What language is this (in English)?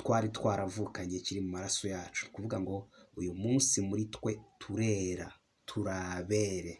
Kinyarwanda